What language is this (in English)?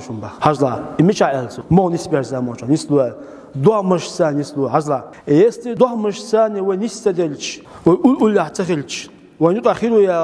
Chechen